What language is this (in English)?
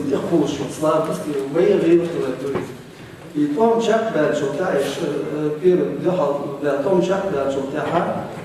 Chechen